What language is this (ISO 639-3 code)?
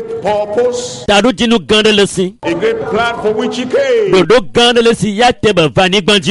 ewe